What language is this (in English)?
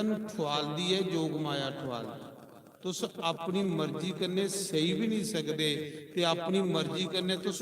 Dogri